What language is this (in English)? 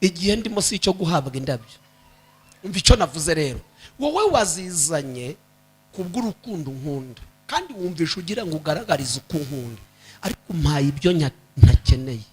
Kinyarwanda